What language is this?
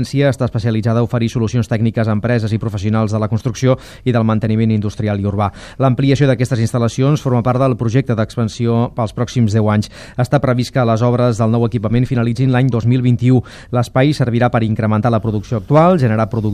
Catalan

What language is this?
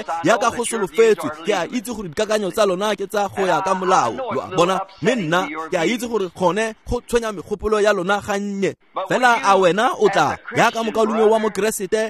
Tswana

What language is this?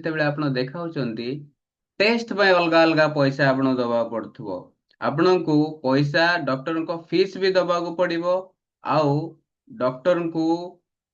Odia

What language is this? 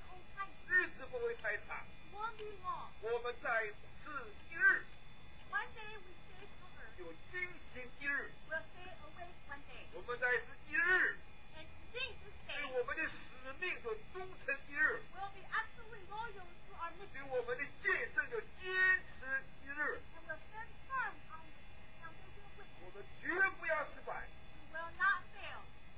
Chinese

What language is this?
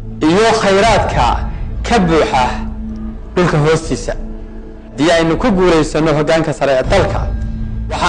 Somali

